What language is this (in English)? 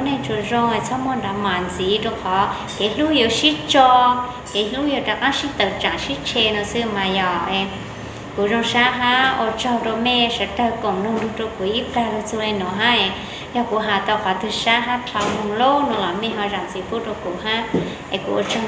Hmong